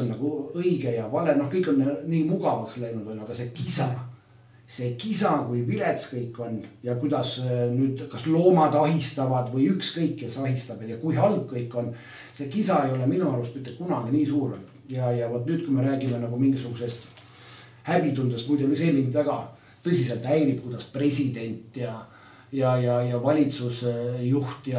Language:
Estonian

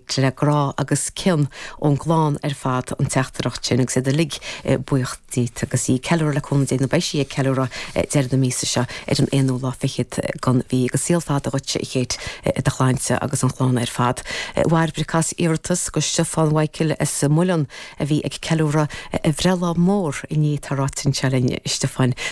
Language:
Irish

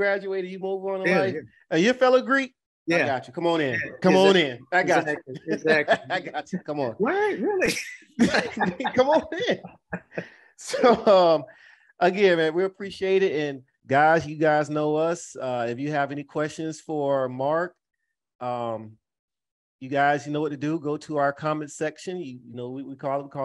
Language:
English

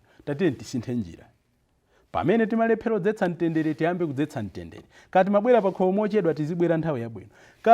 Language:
Nyanja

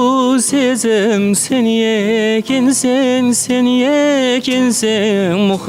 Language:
Kara-Kalpak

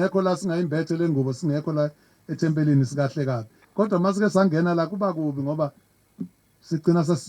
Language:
Zulu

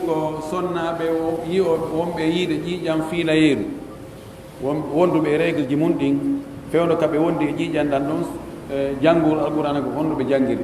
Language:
Pular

